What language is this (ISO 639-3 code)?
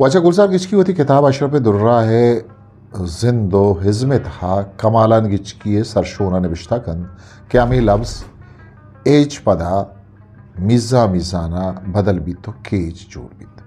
bgp